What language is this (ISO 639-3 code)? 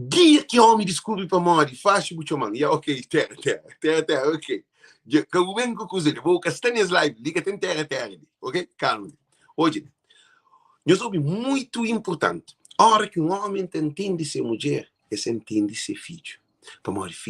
kea